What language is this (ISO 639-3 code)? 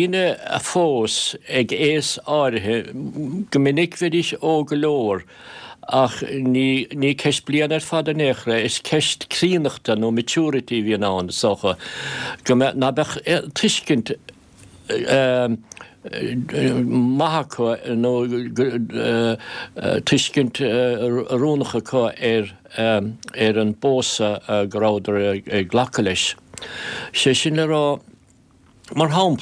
gle